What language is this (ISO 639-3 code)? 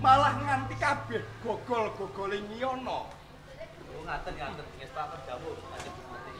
jav